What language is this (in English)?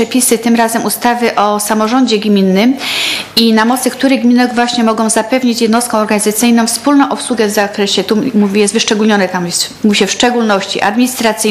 Polish